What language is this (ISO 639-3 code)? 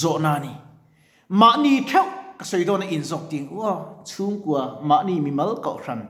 lus